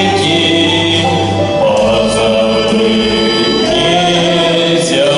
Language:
Chuvash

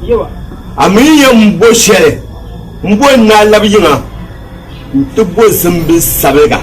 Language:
Dagbani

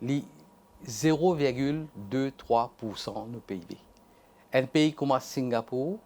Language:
Morisyen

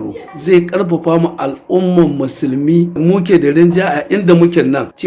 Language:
Hausa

